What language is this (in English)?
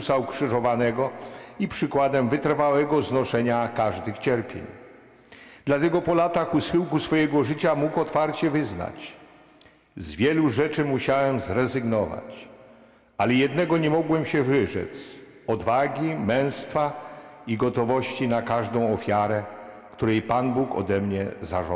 Polish